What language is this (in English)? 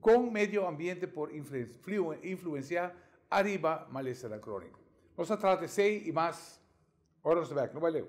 Papiamento